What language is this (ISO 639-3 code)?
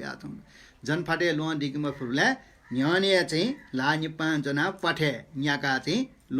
new